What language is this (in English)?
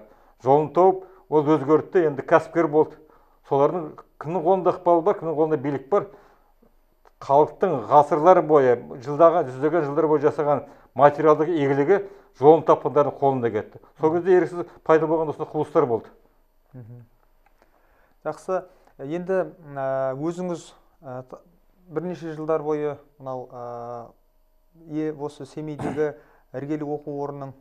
Kazakh